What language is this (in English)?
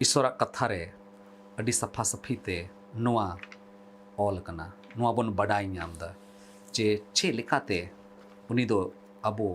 Santali